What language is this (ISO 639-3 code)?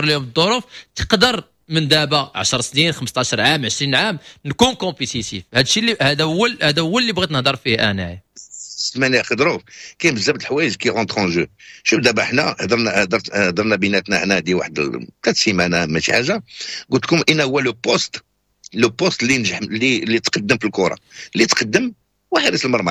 ary